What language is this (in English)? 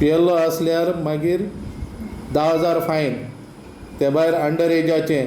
Konkani